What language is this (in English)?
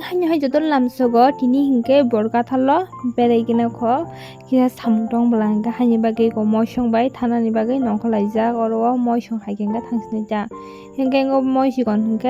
Kok Borok